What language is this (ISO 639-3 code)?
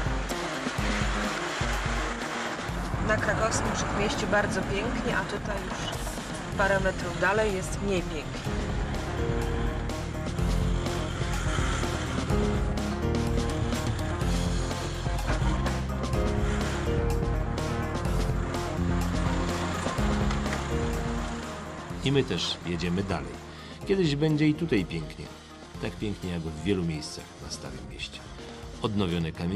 pol